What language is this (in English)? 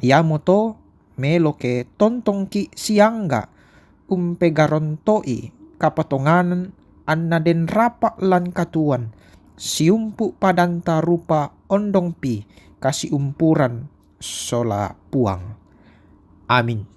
Toraja-Sa'dan